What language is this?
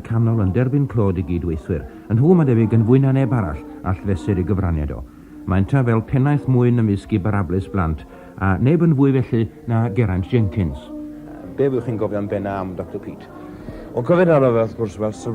Welsh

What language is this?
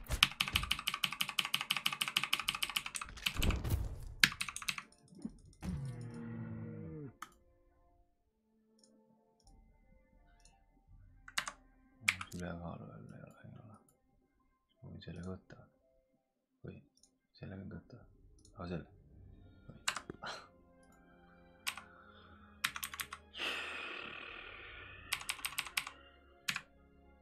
Estonian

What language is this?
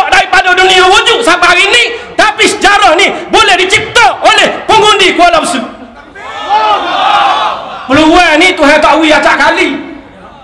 Malay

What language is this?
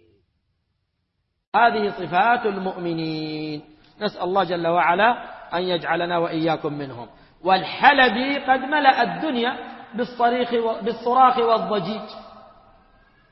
Arabic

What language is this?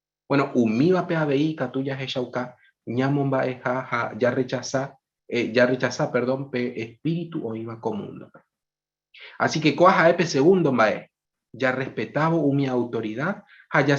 Guarani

